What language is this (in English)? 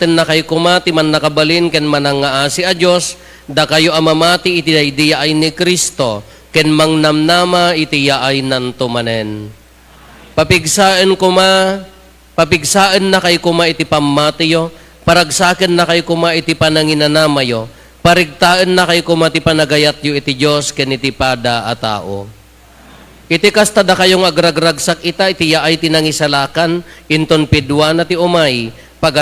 Iloko